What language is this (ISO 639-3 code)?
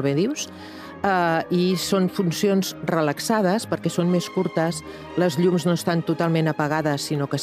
cat